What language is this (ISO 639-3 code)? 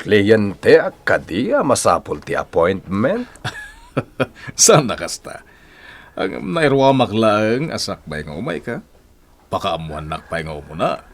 ilo